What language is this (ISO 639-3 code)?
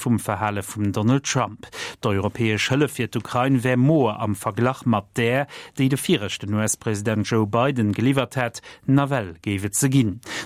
ltz